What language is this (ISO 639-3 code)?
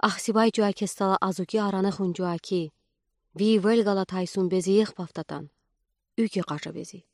udi